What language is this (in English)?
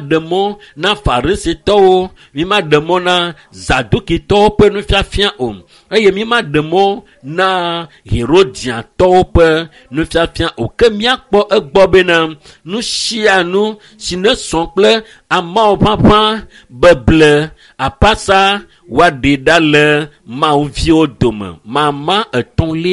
Ewe